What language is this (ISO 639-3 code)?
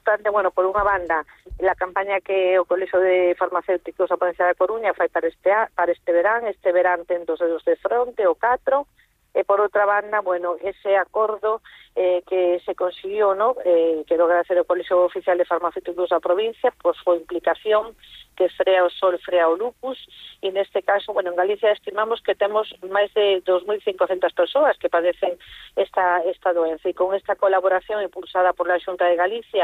glg